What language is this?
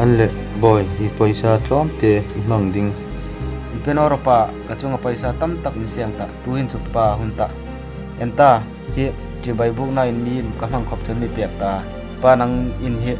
Hmar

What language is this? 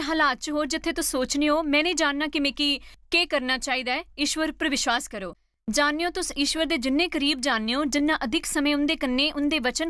Dogri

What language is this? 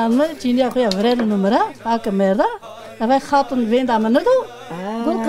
Zaza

